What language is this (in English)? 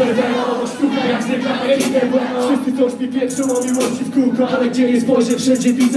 Polish